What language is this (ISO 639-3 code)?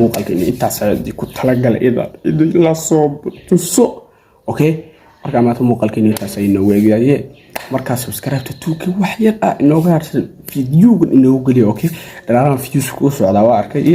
som